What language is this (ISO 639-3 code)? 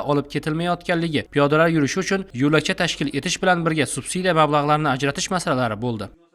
uzb